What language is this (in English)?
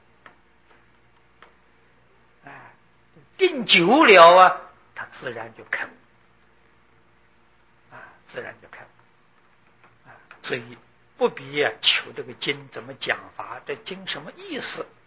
Chinese